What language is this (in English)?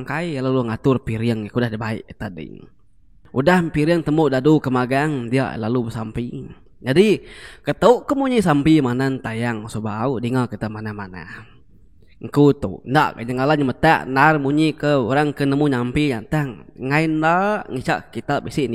Iban